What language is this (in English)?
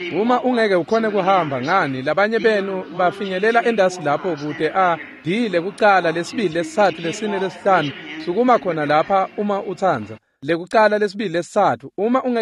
Swati